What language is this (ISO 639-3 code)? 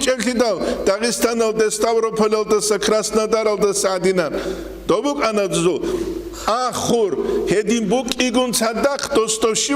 ava